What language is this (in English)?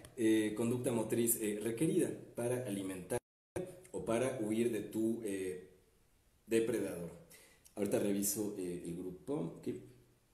Spanish